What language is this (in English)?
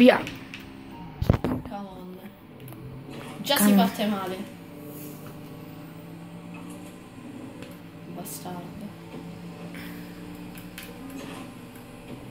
Italian